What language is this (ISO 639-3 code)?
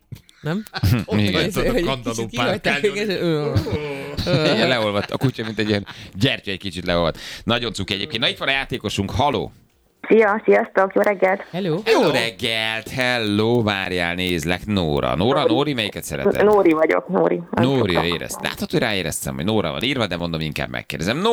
hun